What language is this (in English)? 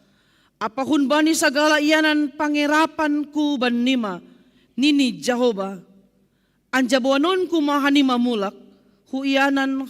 Batak Simalungun